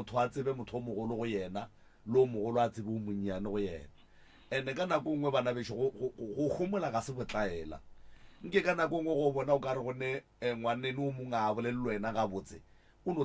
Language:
Northern Sotho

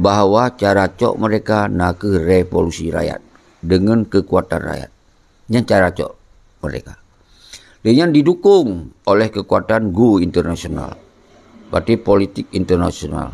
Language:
Achinese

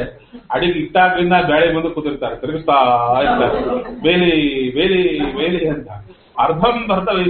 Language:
Kannada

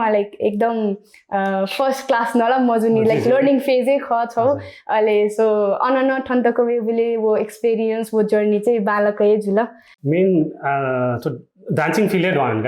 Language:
Newari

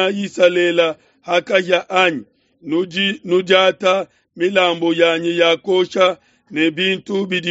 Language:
Luba-Lulua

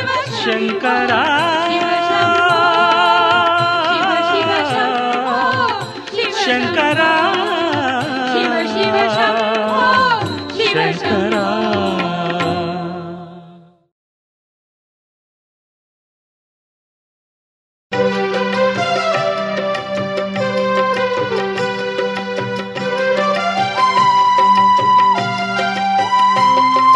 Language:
Kannada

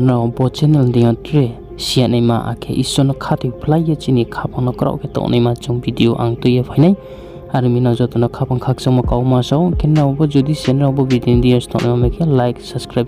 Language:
Riang (India)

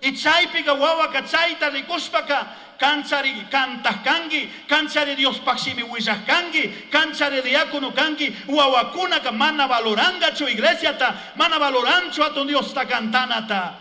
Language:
Chimborazo Highland Quichua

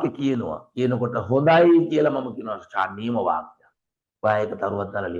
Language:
Sinhala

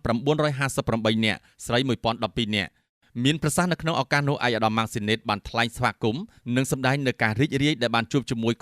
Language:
Khmer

